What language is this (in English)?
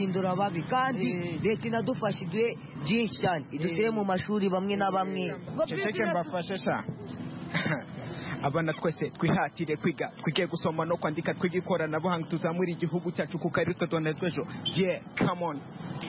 Kinyarwanda